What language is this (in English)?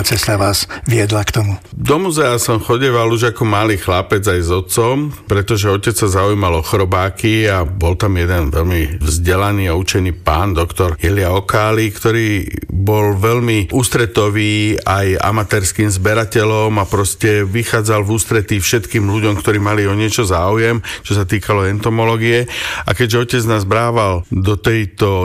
Slovak